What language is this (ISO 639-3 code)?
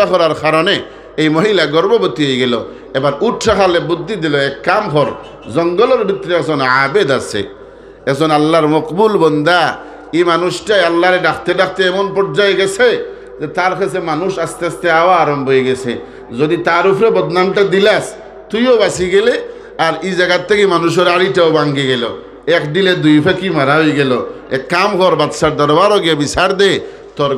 syl